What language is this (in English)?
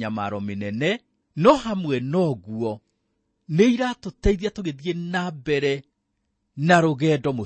Kikuyu